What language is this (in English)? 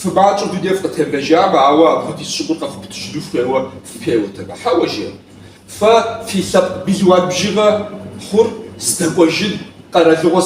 Kabardian